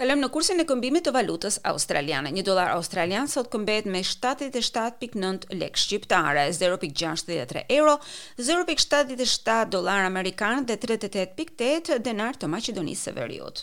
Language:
Albanian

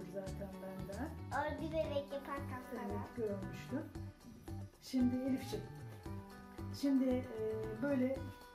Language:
Turkish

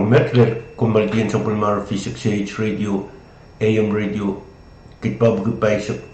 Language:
Pohnpeian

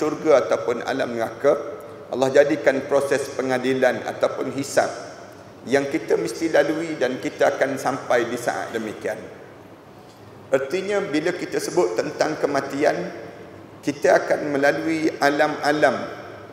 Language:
Malay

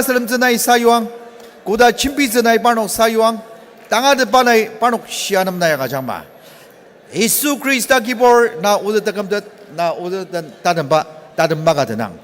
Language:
Ao Naga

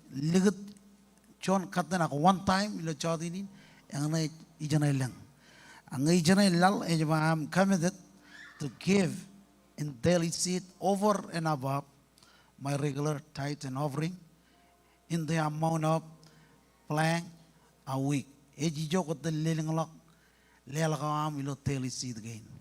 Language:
Marshallese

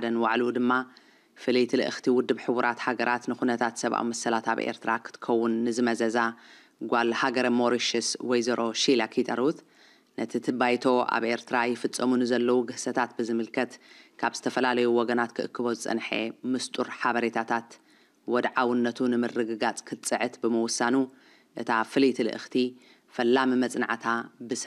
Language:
Tigrinya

